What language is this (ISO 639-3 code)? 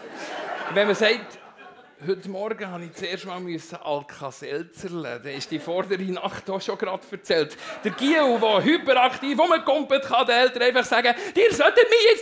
gsw